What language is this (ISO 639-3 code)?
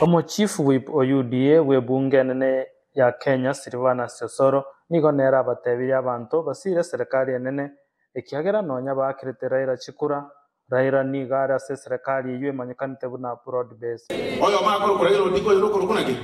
guz